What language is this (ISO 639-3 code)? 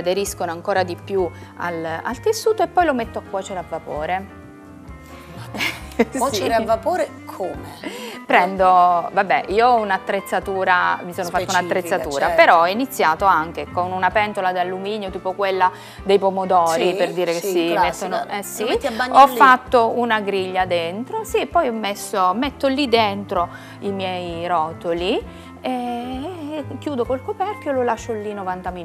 ita